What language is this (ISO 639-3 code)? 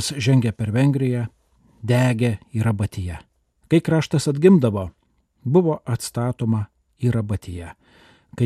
lit